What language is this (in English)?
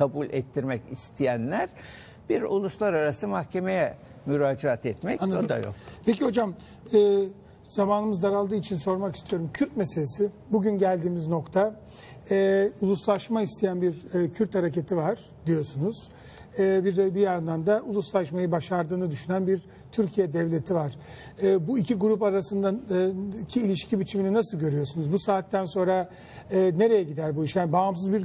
Turkish